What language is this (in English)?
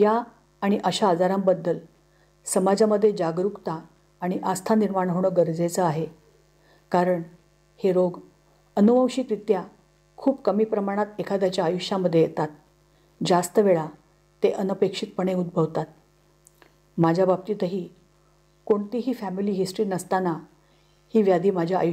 Marathi